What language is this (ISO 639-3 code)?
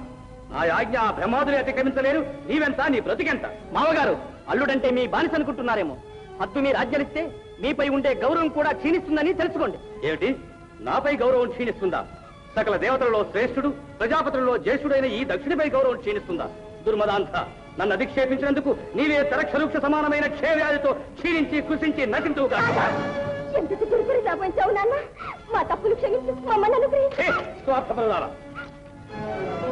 tel